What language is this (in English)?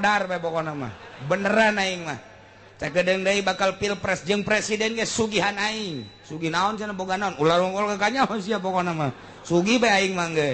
Sundanese